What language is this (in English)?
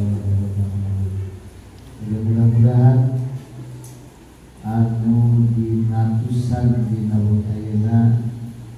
Sundanese